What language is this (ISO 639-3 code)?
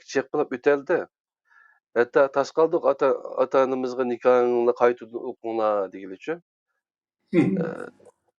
uig